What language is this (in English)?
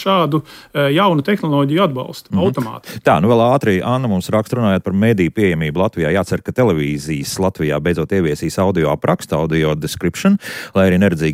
Latvian